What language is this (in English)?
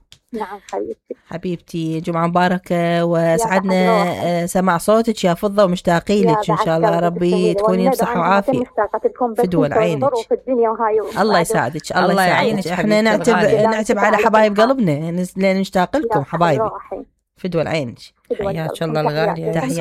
Mesopotamian Arabic